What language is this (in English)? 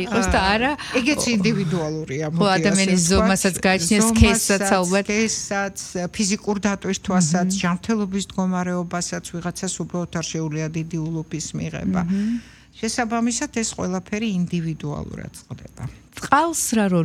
Georgian